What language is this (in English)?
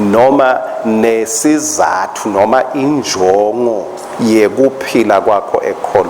Swati